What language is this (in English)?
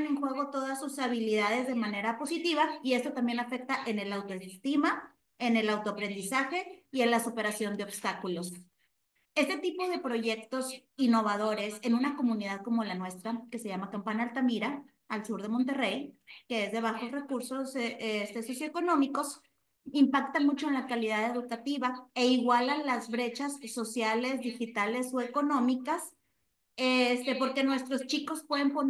Spanish